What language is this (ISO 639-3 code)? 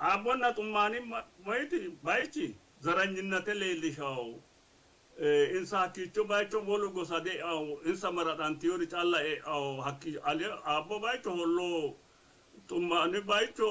sid